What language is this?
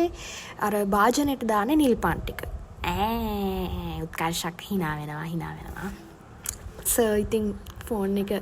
Sinhala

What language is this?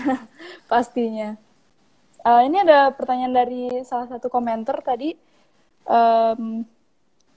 Indonesian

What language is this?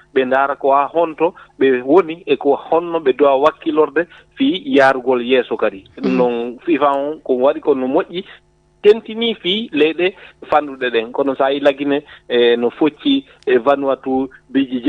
Fula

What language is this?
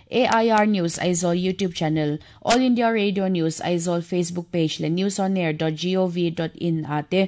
Mizo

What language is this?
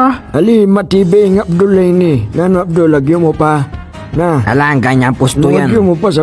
Pampanga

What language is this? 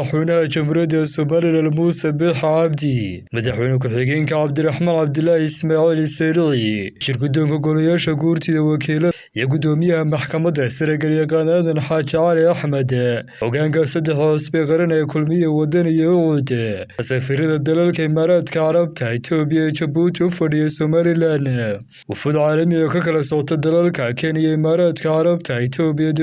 Somali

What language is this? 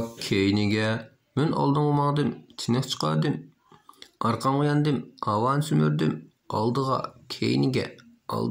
Uyghur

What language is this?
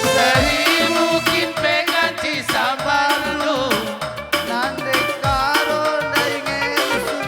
Batak Karo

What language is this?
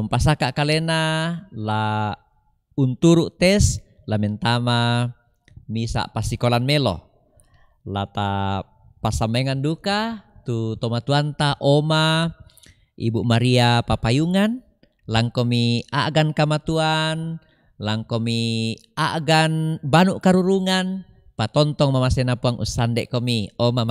Toraja-Sa'dan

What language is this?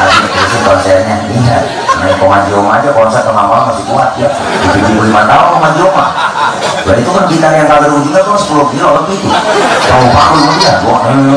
Betawi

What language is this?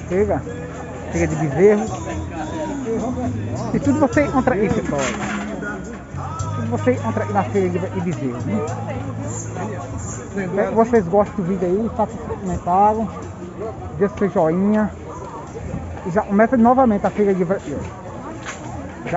Portuguese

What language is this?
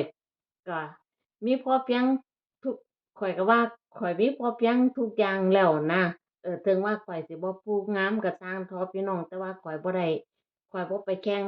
Northeastern Thai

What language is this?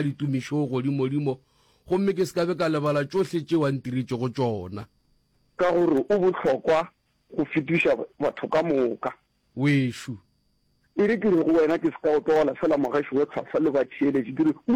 Northern Sotho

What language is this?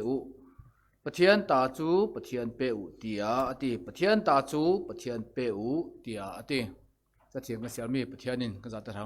Falam Chin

